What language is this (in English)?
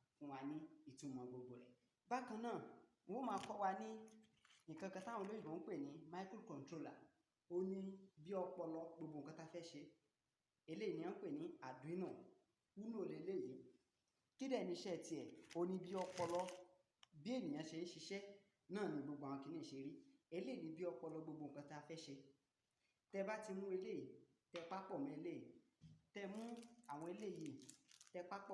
Yoruba